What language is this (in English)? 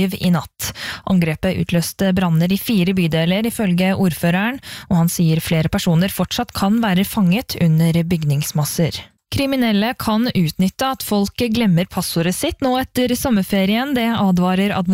Norwegian